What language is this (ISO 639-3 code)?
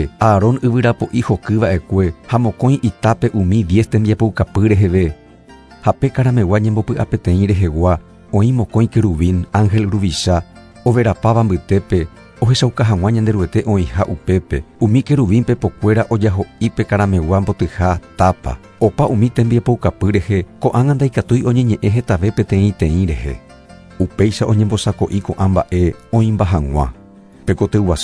grn